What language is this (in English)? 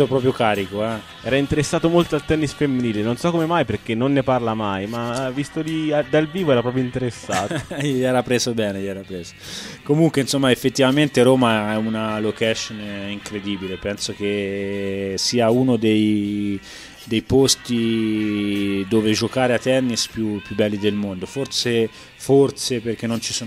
Italian